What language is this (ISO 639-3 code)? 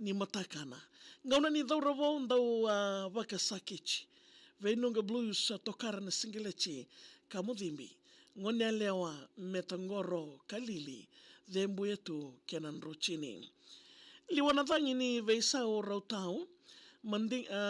fij